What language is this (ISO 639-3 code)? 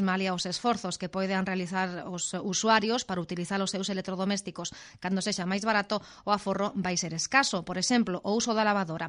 glg